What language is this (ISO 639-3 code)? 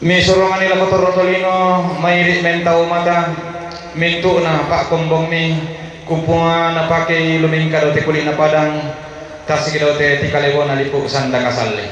sda